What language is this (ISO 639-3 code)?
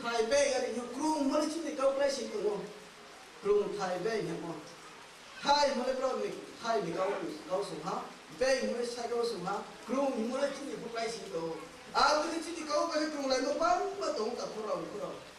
ria